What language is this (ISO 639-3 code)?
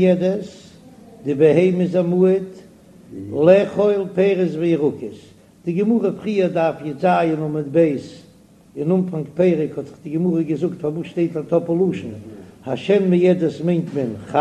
yid